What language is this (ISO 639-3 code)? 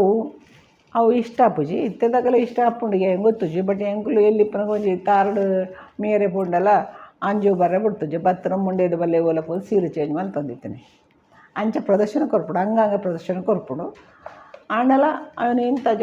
tcy